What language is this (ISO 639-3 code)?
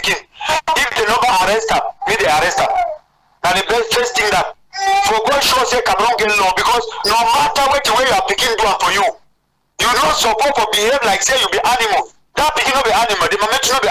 wes